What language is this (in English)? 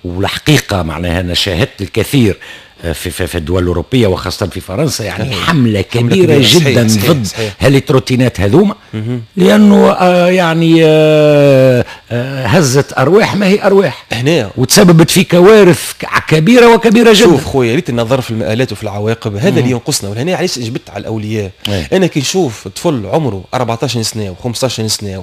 Tunisian Arabic